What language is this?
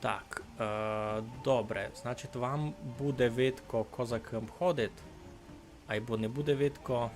Rusyn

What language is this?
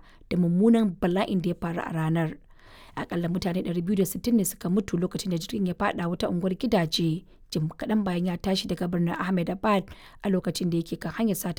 Hausa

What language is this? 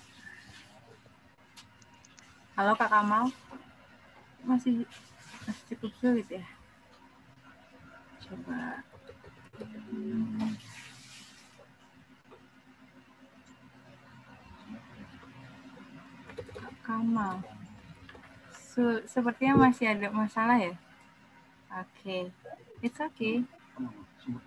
Indonesian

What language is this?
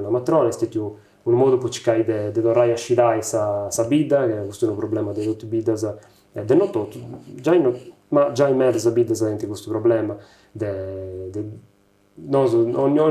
Sardinian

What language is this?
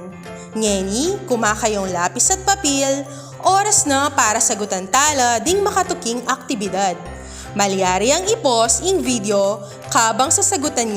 Pampanga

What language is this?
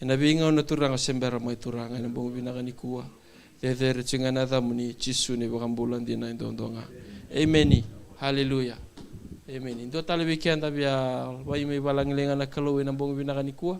Fijian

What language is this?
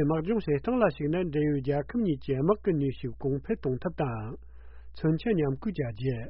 Tibetan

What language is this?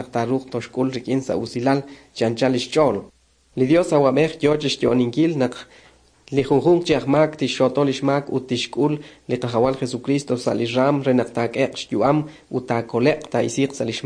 Kekchí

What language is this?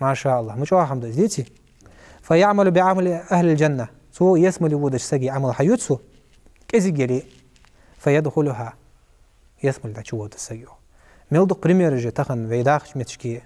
Ingush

